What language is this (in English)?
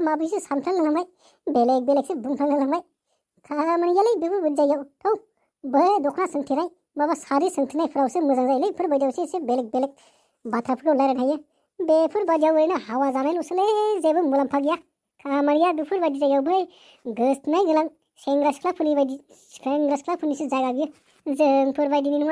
Bodo